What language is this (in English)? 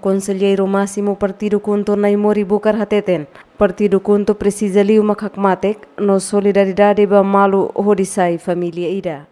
Tetum